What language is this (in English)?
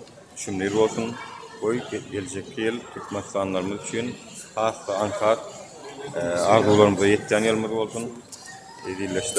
Turkmen